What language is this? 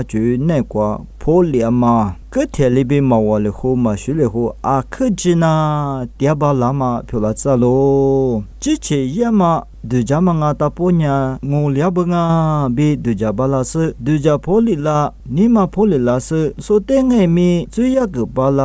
Lisu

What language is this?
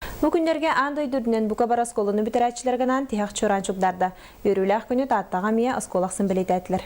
Yakut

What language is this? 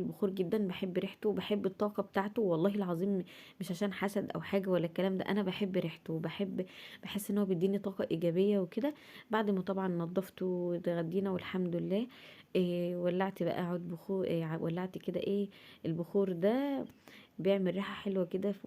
Egyptian Arabic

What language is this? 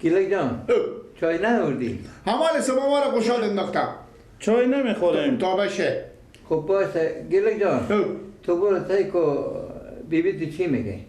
Persian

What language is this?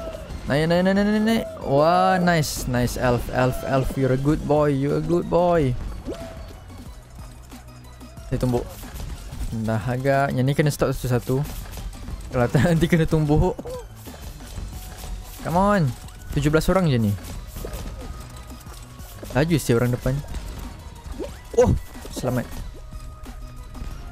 Malay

